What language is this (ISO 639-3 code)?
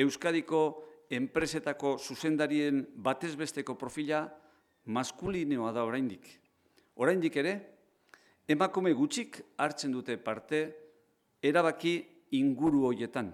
eus